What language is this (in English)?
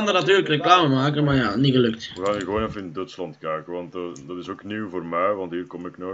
Dutch